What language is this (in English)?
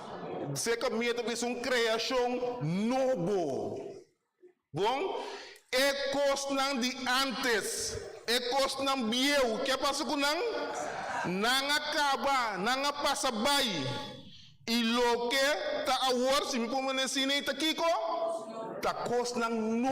Papiamento